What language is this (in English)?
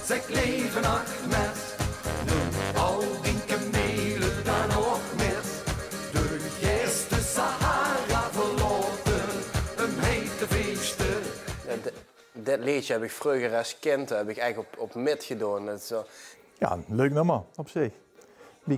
Limburgish